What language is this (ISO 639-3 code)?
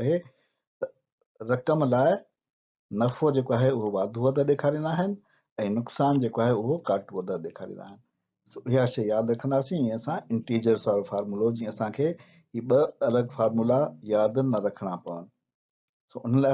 snd